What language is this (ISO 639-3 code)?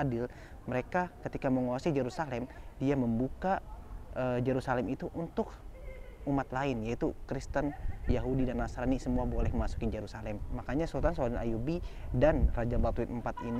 ind